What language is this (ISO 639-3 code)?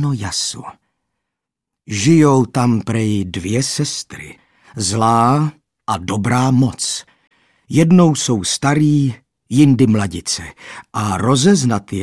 ces